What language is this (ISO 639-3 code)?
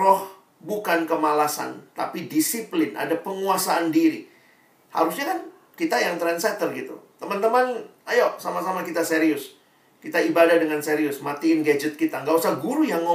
ind